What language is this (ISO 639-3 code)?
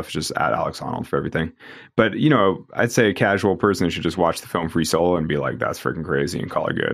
eng